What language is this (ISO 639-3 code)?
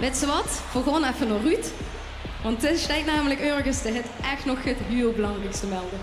lim